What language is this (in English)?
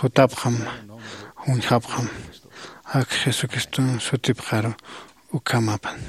Aymara